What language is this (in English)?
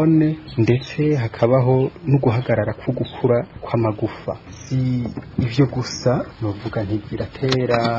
Rundi